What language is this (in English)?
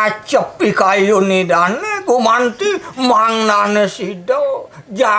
Balinese